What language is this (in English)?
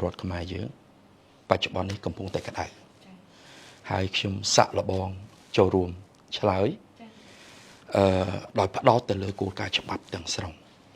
Khmer